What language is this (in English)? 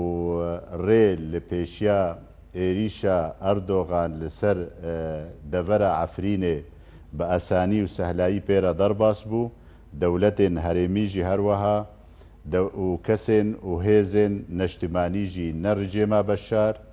Kurdish